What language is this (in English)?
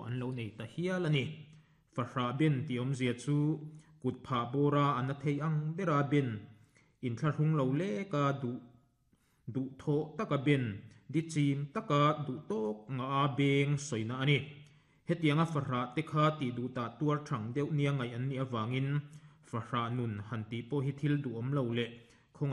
Mizo